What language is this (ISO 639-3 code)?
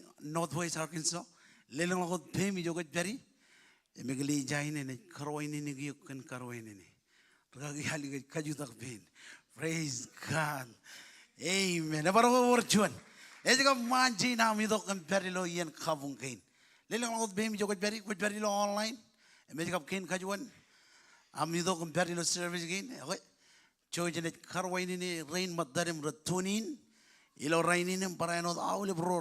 mah